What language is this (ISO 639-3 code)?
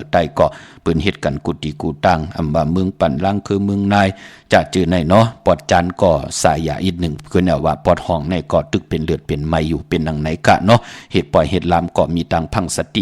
shn